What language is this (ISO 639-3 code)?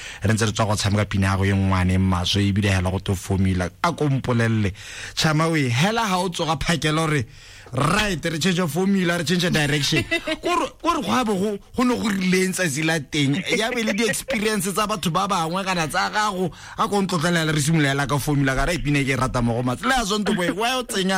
tsn